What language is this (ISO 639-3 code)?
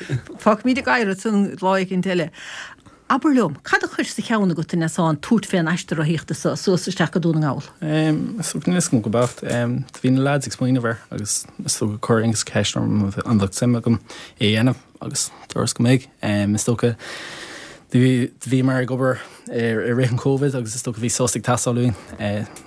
gle